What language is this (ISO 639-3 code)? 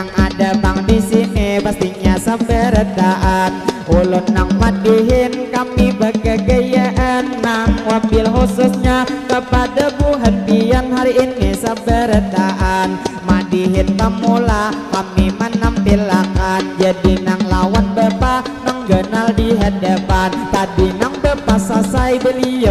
bjn